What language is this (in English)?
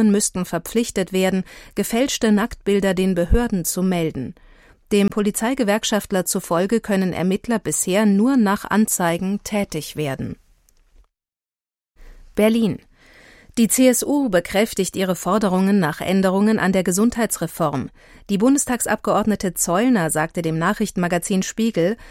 German